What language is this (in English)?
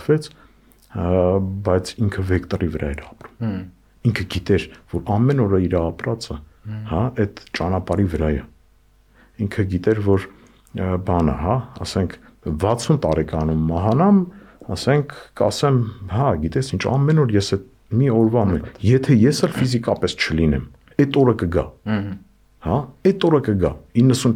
Armenian